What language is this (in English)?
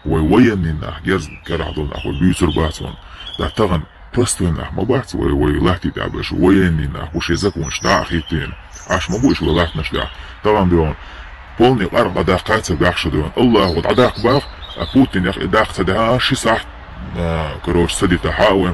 Chechen